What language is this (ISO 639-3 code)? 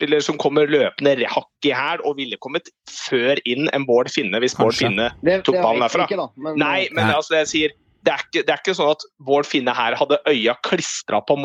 nor